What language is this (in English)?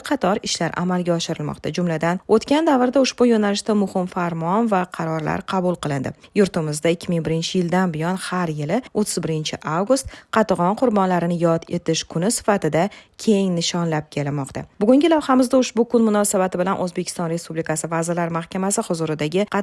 Uzbek